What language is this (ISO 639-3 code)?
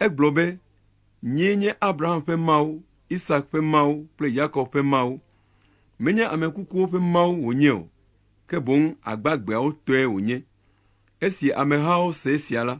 ewe